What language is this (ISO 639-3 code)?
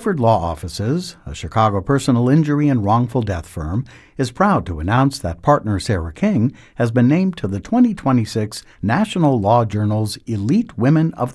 eng